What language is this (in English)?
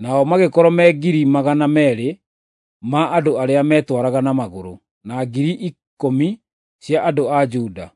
Kikuyu